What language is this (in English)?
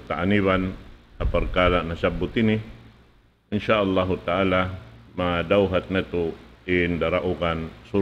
Tausug